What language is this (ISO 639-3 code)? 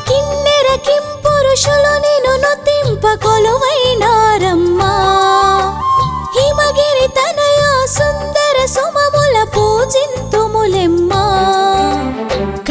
tel